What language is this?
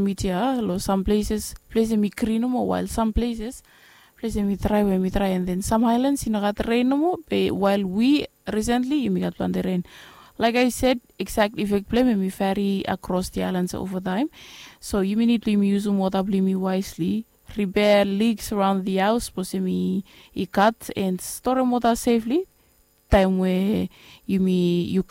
Bislama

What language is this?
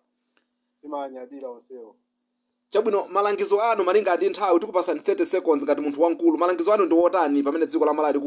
Nyanja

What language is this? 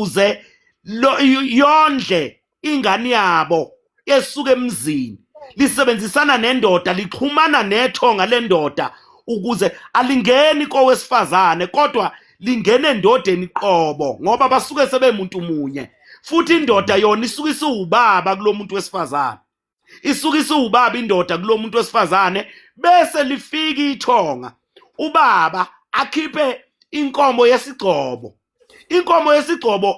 Zulu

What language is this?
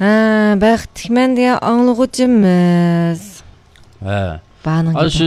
Uyghur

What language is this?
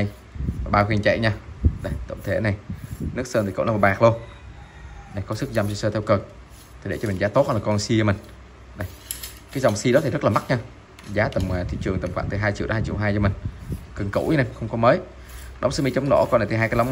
Vietnamese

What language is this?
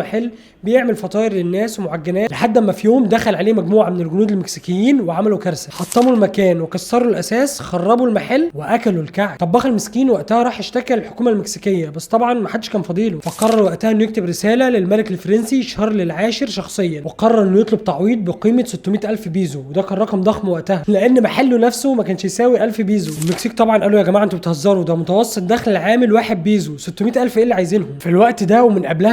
Egyptian Arabic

